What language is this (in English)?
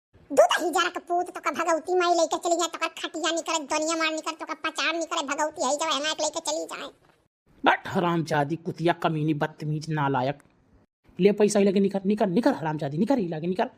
Awadhi